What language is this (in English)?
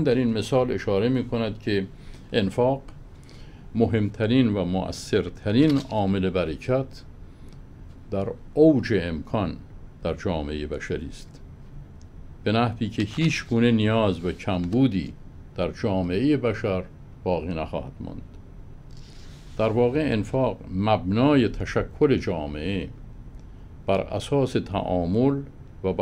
Persian